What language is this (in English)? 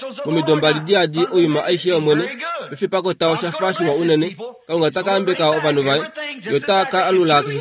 Kuanyama